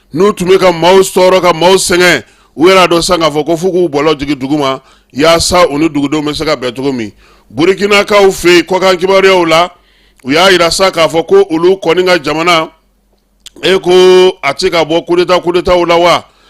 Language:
Bambara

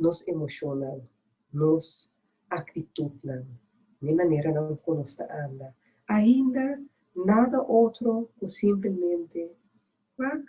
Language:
Papiamento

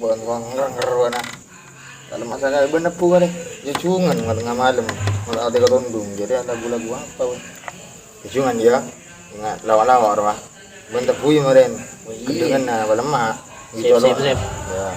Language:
Madurese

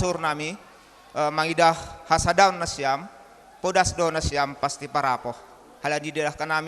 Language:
Batak Simalungun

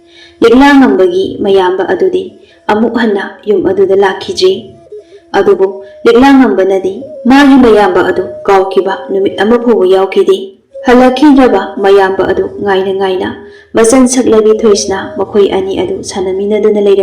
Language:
Manipuri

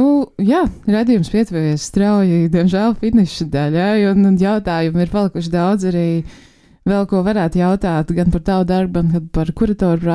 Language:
Latvian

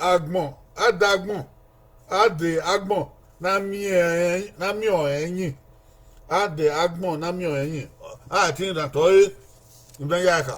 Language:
Bini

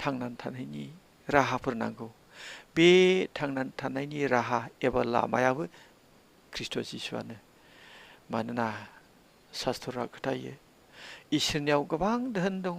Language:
Bodo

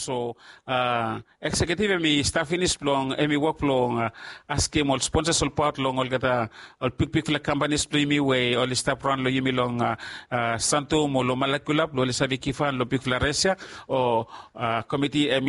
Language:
Bislama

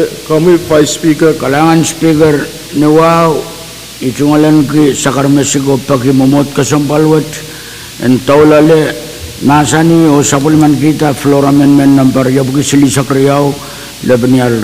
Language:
Pohnpeian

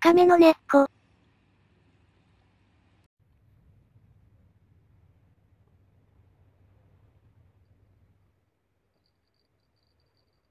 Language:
Japanese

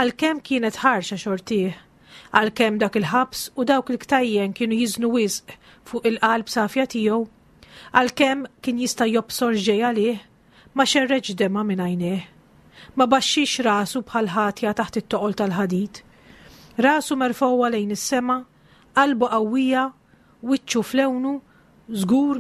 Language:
Maltese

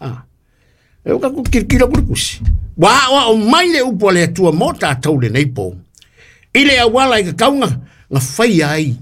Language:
Samoan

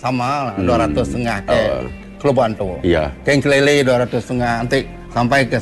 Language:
Iban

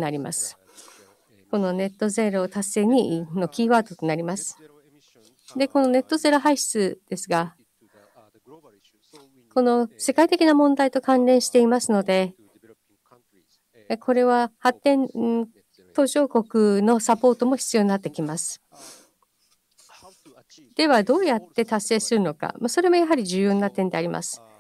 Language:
Japanese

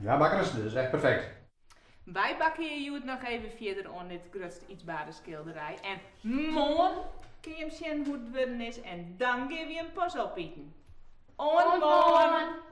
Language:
Western Frisian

